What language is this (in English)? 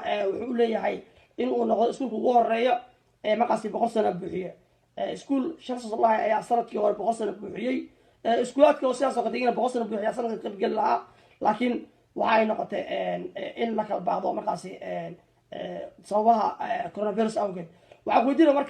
Somali